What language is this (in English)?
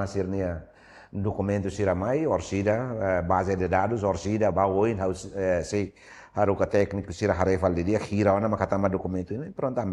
Tetum